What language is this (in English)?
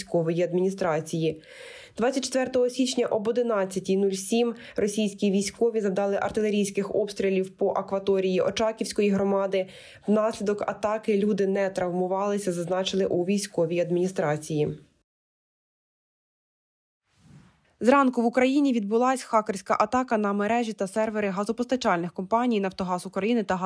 Ukrainian